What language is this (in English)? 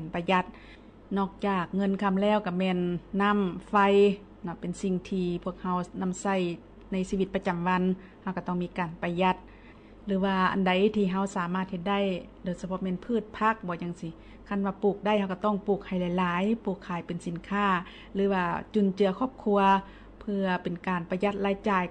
Lao